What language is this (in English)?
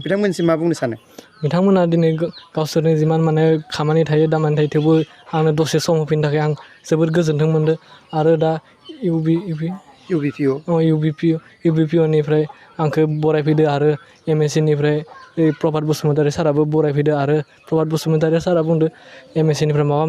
Bodo